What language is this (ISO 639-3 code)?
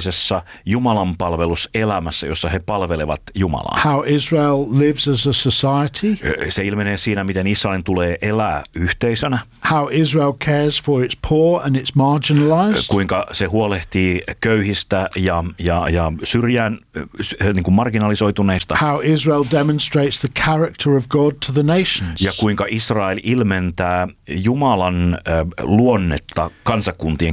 fin